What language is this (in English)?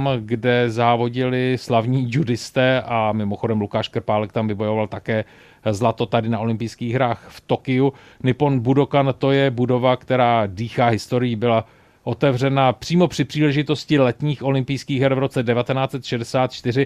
Czech